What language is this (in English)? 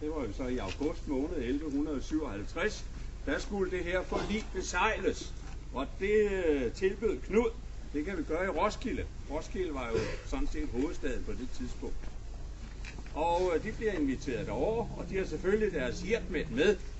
Danish